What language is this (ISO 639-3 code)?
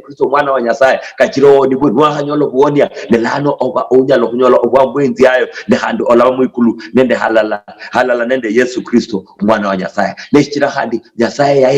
luy